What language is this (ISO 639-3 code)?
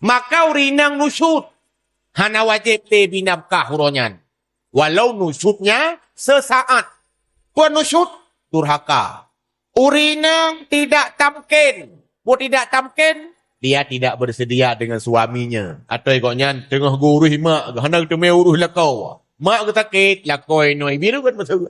ace